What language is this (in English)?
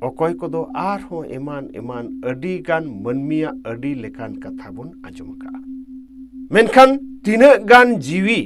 Santali